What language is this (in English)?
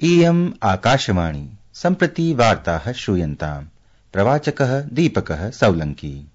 Sanskrit